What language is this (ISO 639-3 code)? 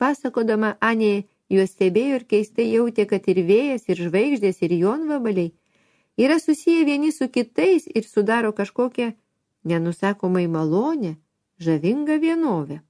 lit